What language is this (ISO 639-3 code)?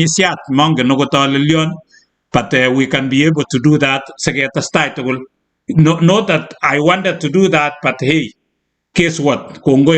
kln